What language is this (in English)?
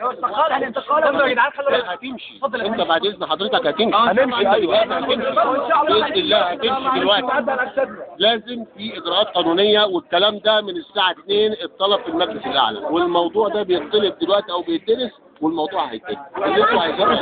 Egyptian Arabic